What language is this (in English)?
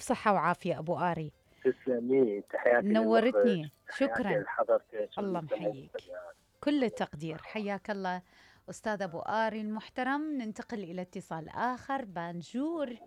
Mesopotamian Arabic